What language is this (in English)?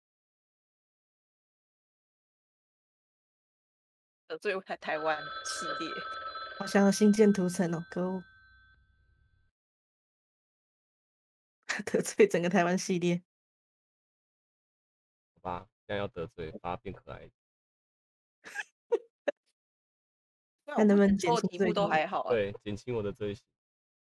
Chinese